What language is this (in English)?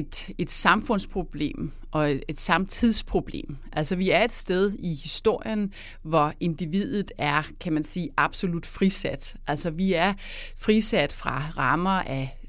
Danish